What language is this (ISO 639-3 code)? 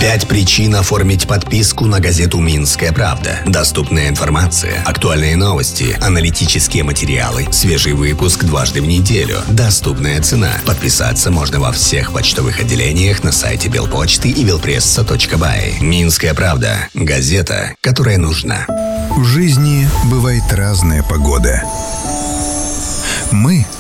rus